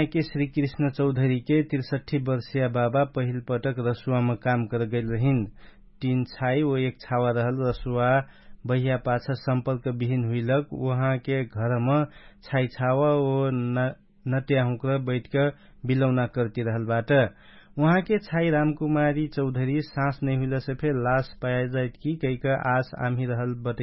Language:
Dangaura Tharu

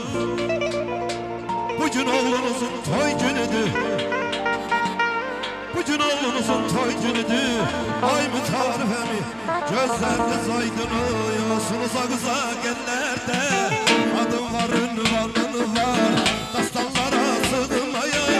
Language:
Azerbaijani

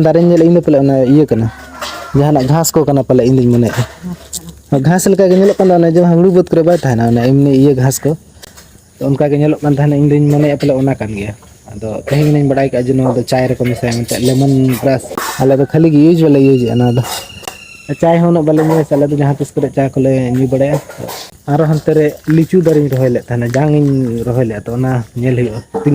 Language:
Santali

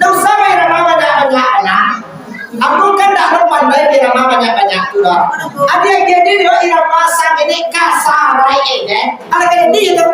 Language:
Minangkabau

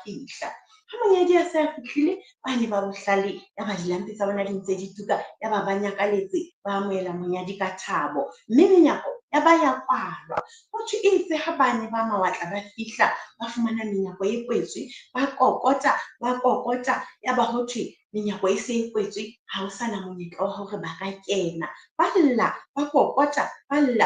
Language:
Southern Sotho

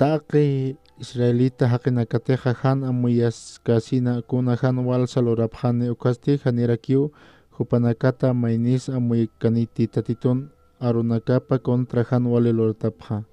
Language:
Aymara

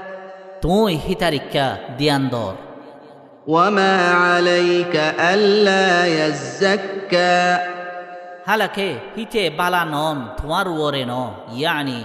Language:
Rohingya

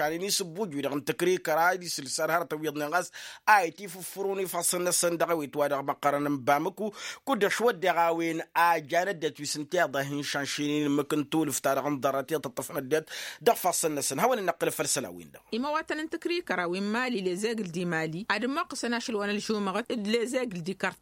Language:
Tamasheq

